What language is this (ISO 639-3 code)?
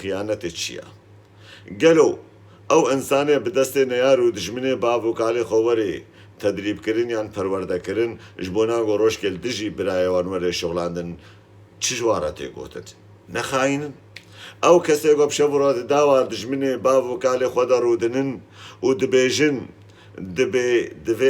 kur